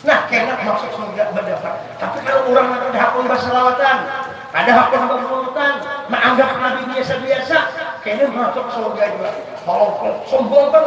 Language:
Banjar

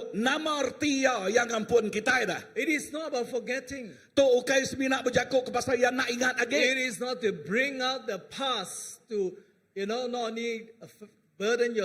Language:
Iban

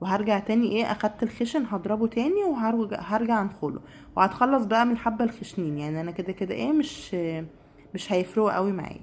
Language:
Egyptian Arabic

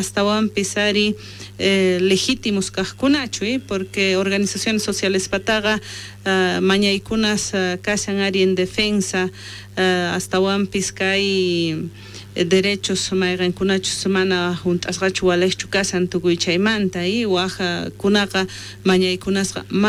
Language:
South Bolivian Quechua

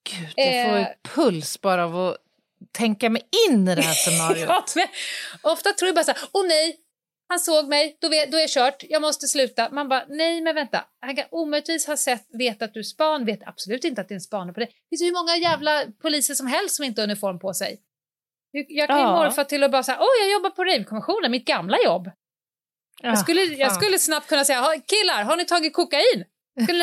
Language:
Swedish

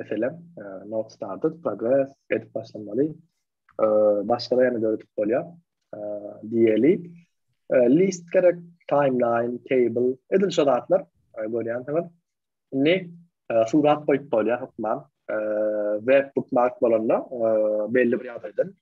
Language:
Turkmen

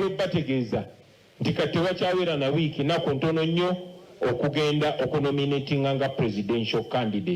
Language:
Ganda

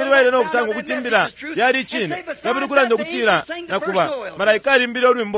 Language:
Bemba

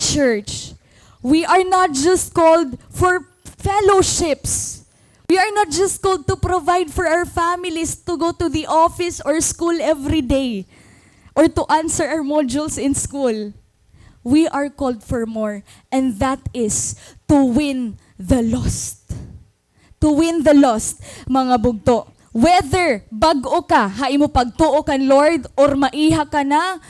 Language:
Waray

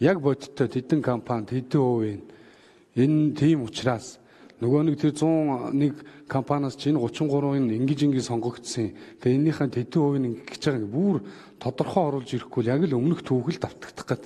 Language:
Mongolian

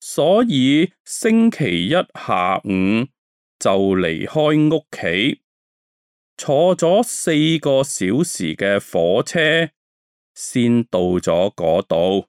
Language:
Cantonese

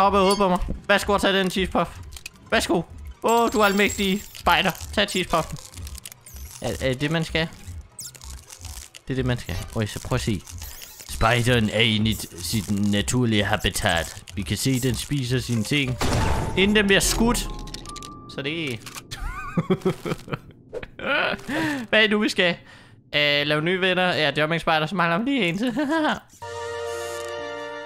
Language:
Danish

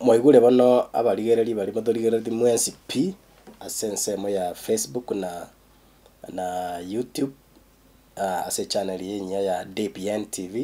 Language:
Gusii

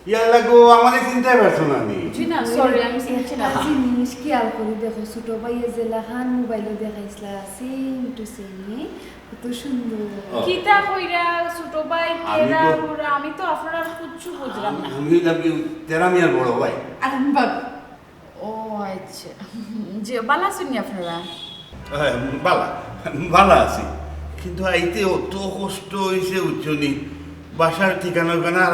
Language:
Sylheti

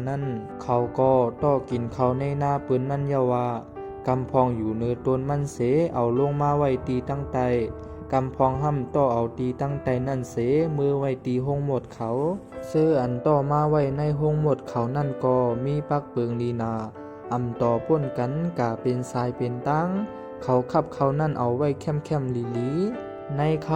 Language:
Shan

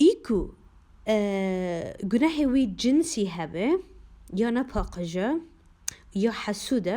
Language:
Kurdish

